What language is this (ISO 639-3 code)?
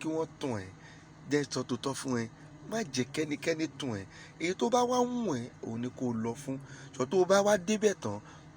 yor